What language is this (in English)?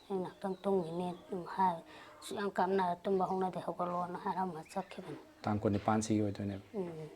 Manipuri